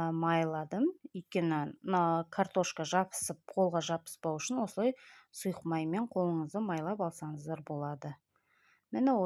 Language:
Kazakh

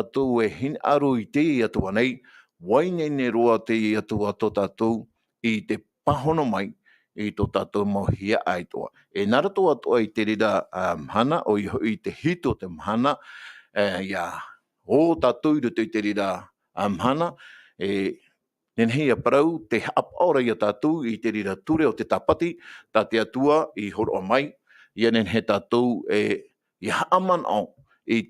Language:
Tahitian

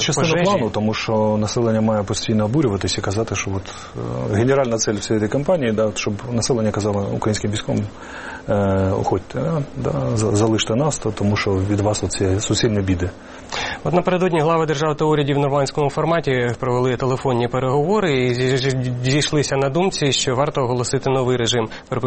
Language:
Ukrainian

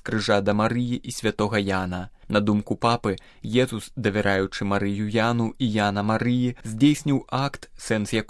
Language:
Belarusian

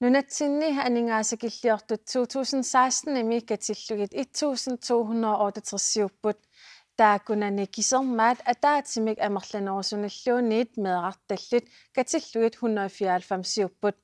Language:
Kalaallisut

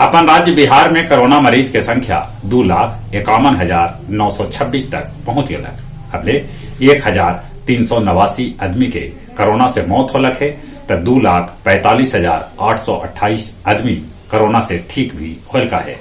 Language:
Magahi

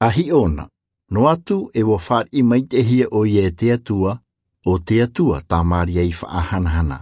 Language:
Tahitian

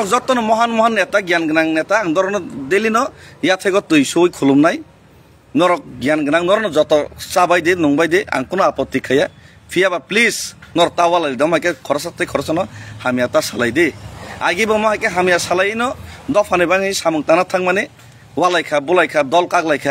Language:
Kok Borok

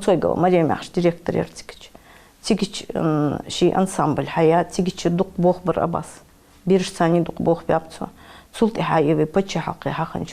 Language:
Ingush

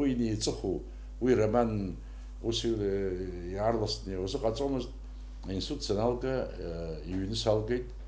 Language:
Abkhazian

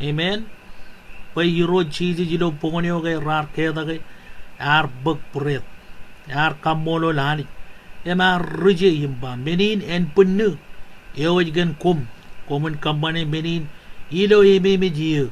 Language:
Marshallese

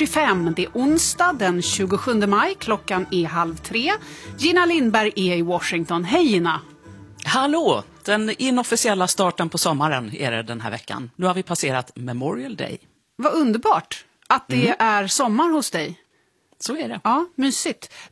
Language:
Swedish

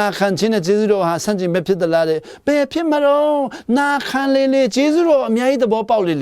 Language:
Hakha Chin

